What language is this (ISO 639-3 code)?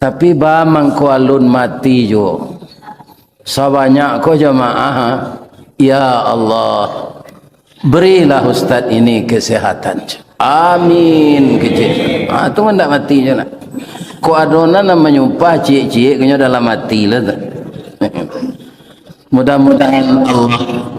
min